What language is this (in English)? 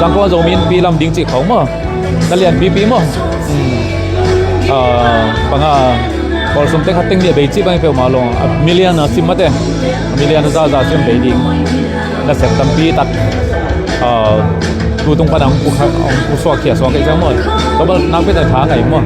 Tedim Chin